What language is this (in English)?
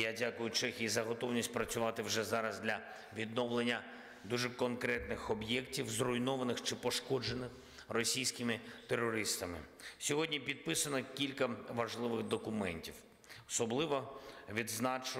Ukrainian